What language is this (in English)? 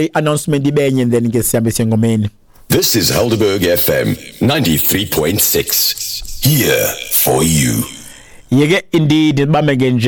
Xhosa